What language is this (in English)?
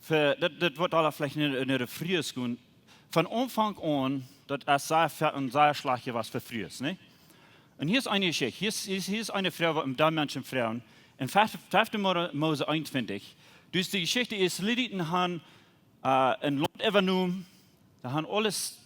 Plautdietsch